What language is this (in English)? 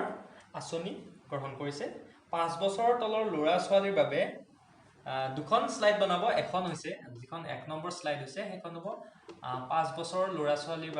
Assamese